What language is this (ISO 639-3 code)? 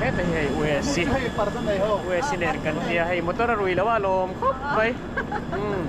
lus